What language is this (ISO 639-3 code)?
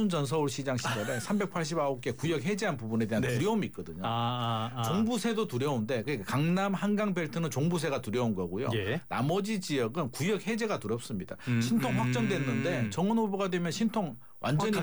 kor